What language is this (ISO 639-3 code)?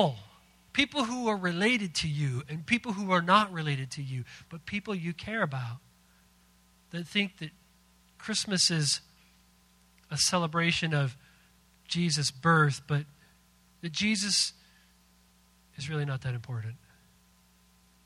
eng